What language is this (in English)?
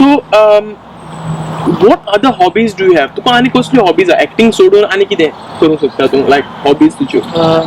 Konkani